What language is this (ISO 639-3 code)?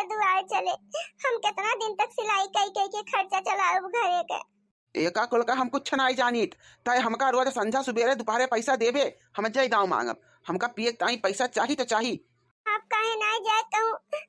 awa